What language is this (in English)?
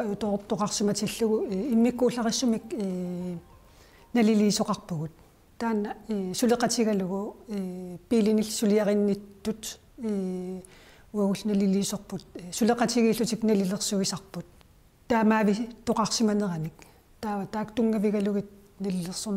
Kalaallisut